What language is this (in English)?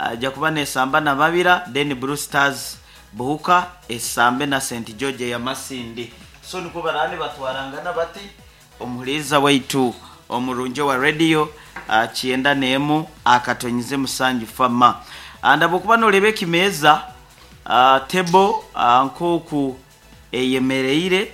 Nyoro